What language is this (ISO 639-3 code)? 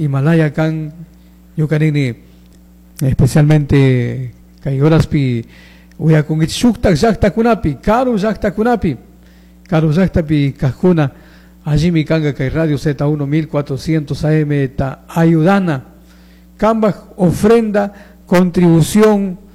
qug